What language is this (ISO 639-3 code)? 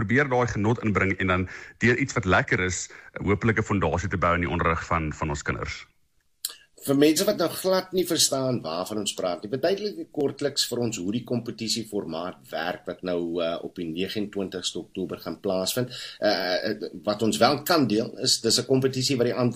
afr